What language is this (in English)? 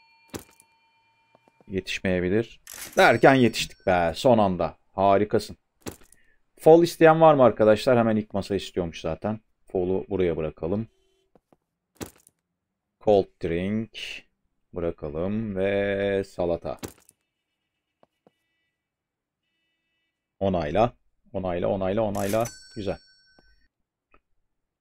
Turkish